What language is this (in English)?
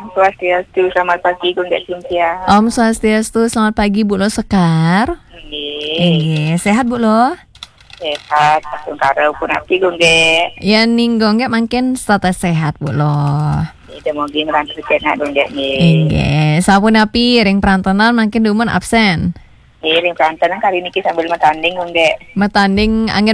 Balinese